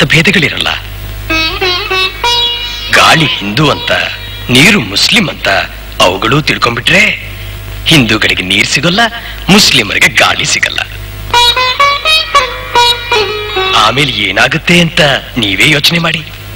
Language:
Kannada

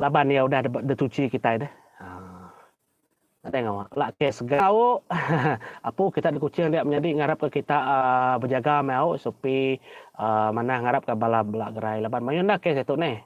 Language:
Iban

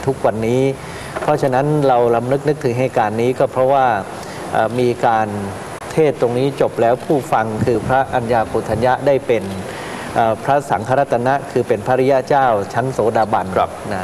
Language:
Thai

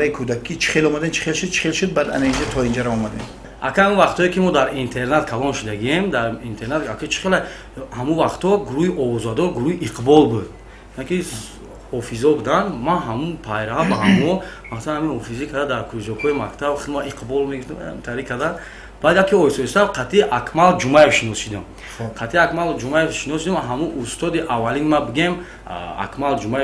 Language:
Tajik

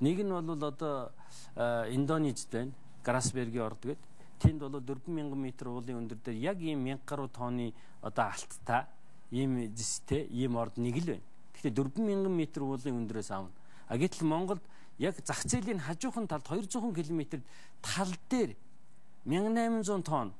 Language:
Mongolian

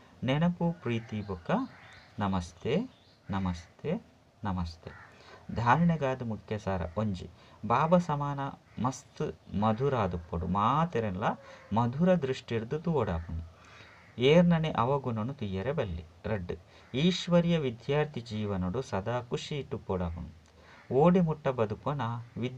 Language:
Tulu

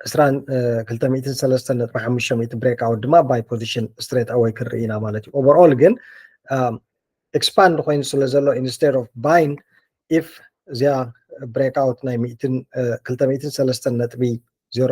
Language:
Tigrinya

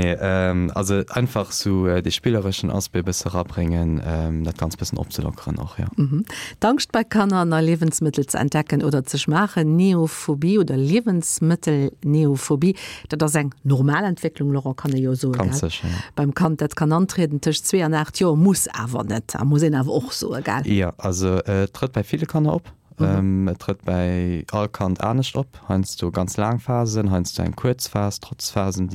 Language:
Luxembourgish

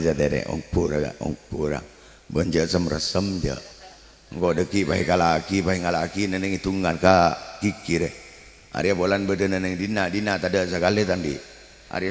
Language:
Madurese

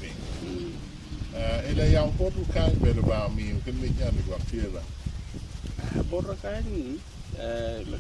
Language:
Acoli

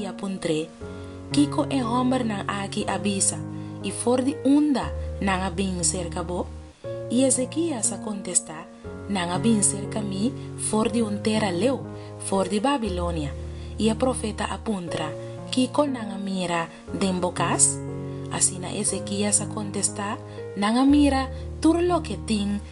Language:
Papiamento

